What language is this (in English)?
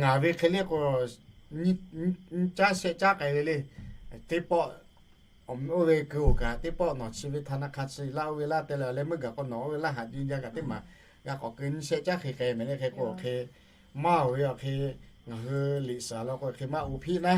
Lahu